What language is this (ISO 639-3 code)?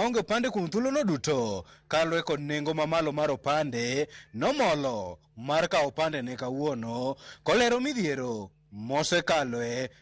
luo